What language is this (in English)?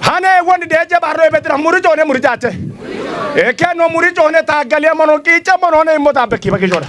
Kafa